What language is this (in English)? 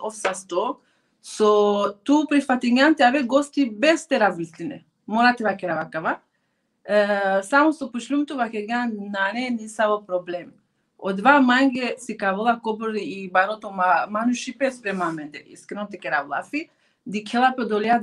Balkan Romani